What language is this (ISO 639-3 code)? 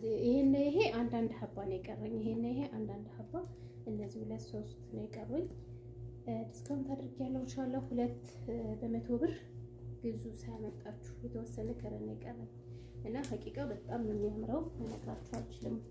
amh